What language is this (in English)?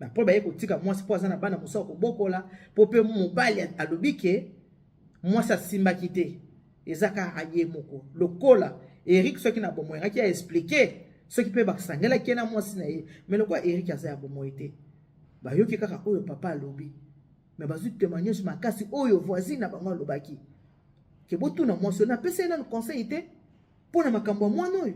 Lingala